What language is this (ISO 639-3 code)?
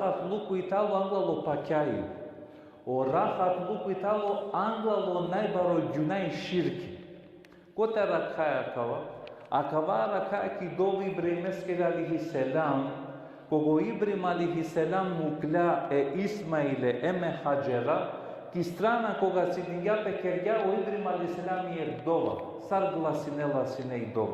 rmn